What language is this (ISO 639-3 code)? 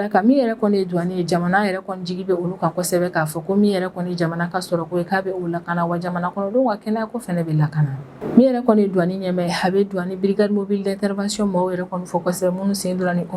bam